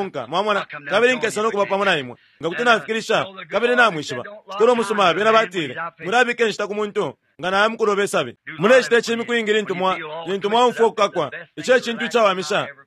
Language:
Bemba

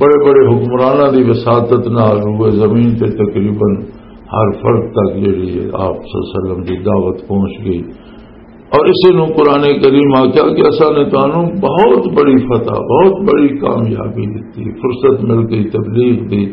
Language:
Western Panjabi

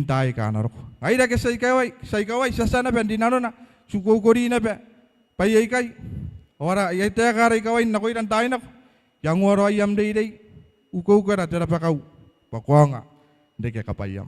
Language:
Gilbertese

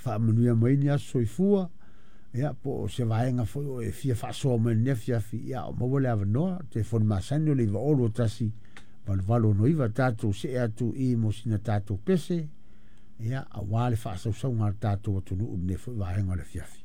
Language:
Samoan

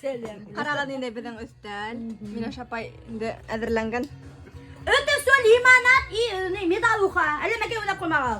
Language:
Bashkir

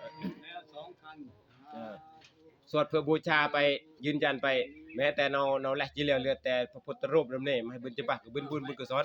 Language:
Northeastern Thai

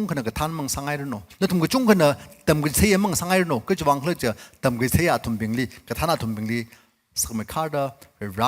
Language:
Tangkhul Naga (India)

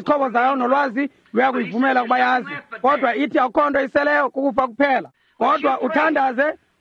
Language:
Xhosa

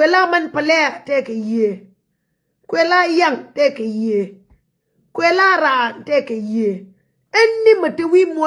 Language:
Nuer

